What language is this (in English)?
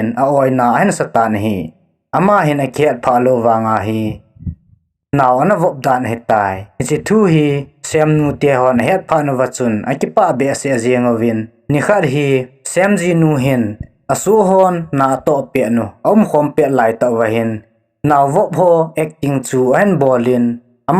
Thado Chin